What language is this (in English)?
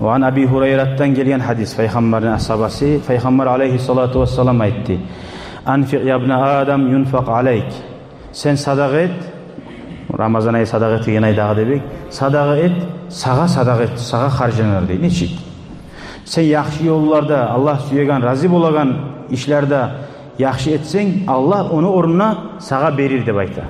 Kumyk